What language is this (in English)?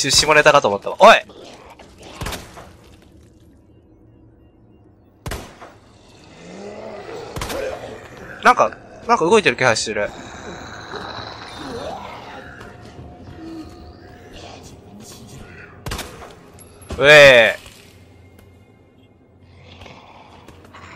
Japanese